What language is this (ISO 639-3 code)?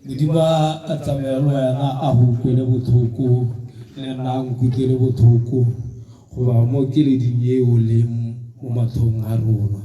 tsn